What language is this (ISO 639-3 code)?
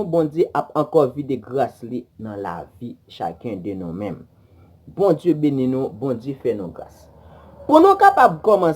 hat